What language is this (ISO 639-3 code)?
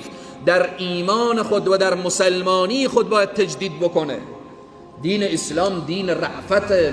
fas